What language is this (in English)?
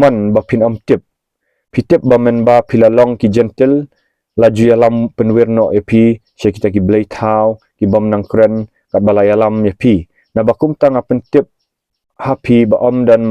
Khasi